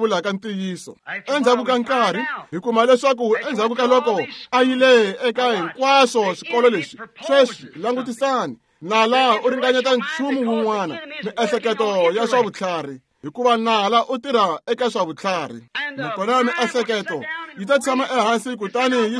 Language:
Tsonga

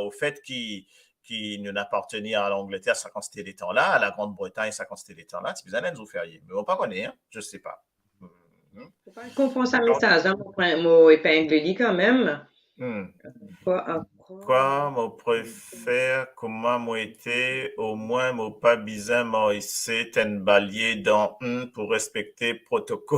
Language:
Morisyen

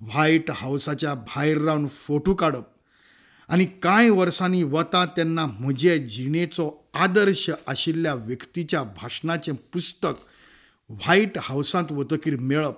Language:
Konkani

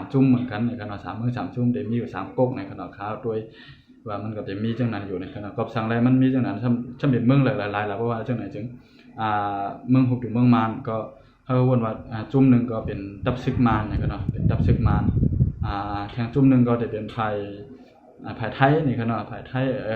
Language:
Shan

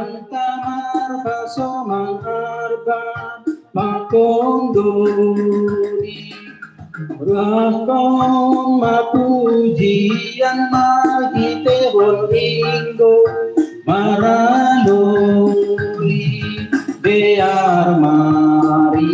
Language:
Batak Simalungun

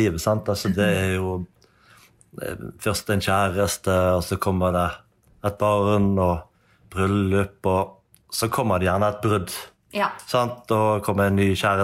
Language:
Norwegian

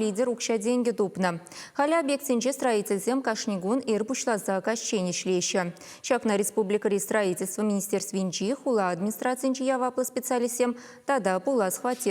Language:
Chuvash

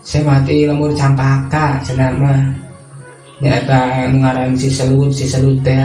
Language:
Sundanese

